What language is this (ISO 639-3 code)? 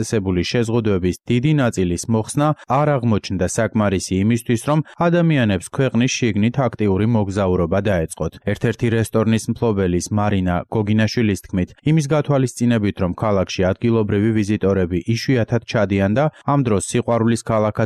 kat